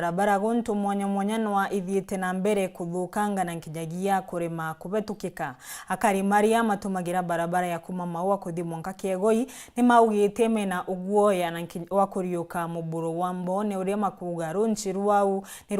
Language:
Meru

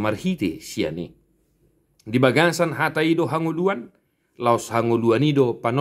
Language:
Batak Toba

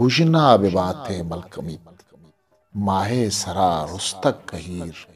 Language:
Eastern Balochi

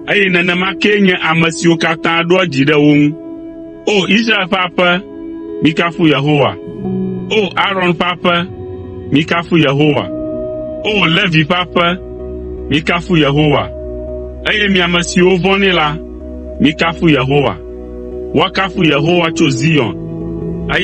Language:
Ewe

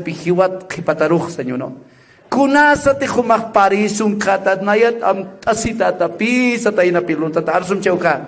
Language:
Aymara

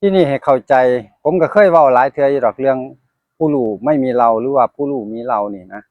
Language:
Northeastern Thai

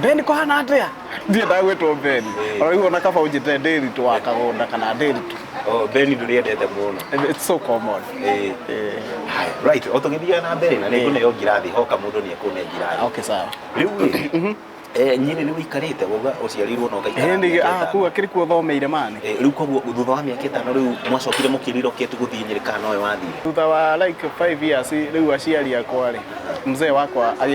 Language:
Kikuyu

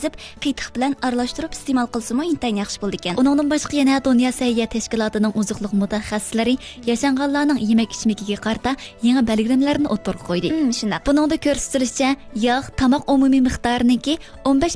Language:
Uyghur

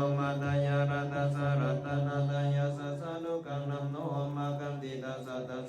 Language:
Pali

